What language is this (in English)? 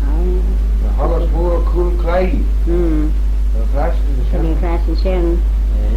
Manx